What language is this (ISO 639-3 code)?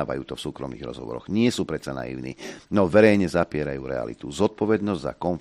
slk